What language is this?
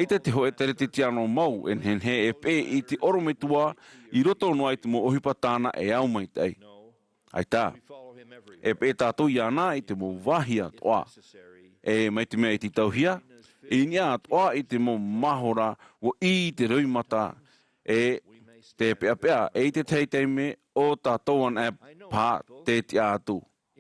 Tahitian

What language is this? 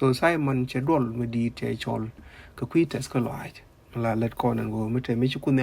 Nuer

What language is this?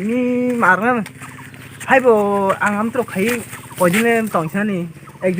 Kok Borok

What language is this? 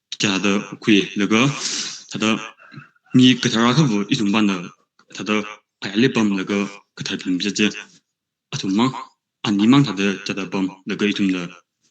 Tangkhul Naga (India)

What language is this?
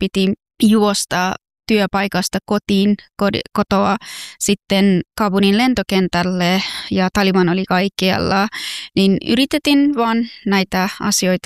Finnish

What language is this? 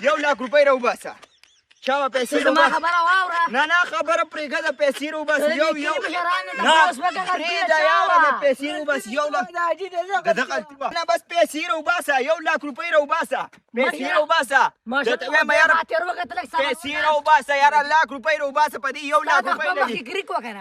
Pashto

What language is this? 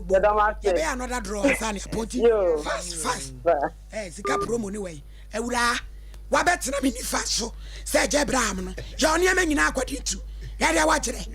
Akan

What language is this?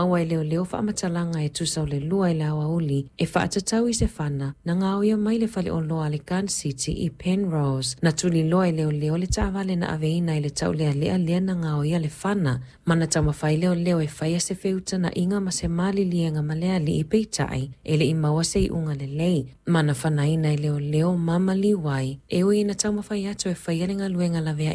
Samoan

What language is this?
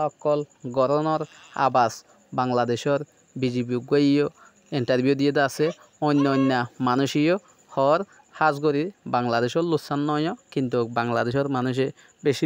Rohingya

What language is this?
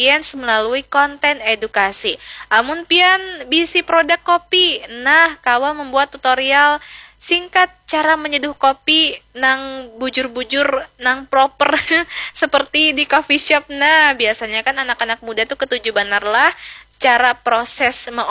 Banjar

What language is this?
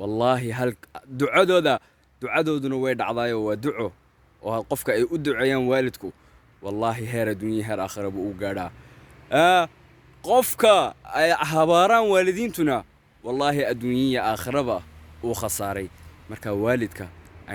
Somali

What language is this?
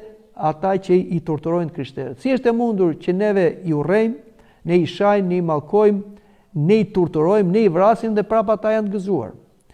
Albanian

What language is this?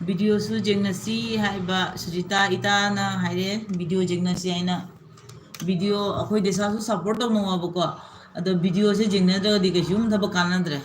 Manipuri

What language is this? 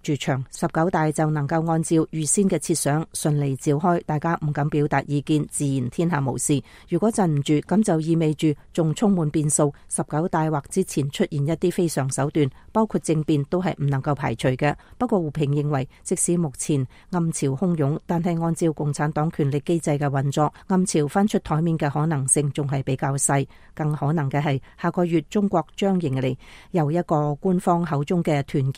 Cantonese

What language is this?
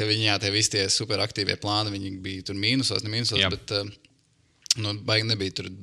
Latvian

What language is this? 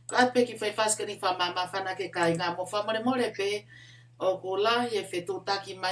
Tongan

